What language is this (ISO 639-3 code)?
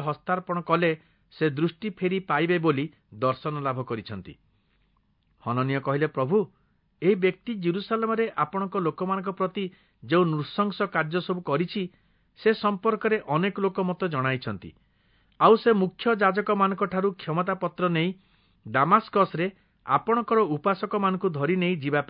ori